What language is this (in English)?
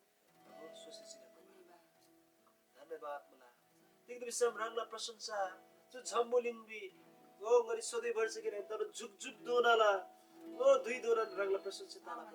Eastern Tamang